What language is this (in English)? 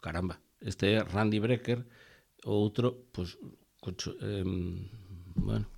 Galician